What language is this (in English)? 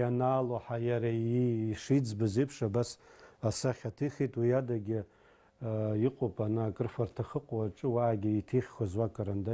Abkhazian